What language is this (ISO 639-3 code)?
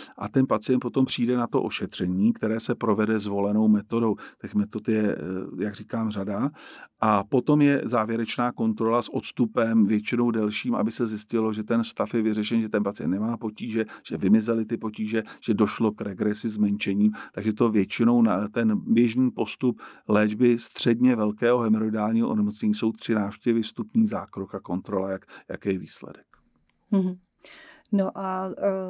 ces